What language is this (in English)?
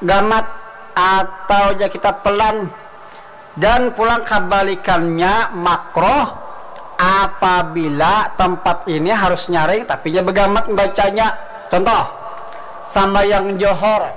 Banjar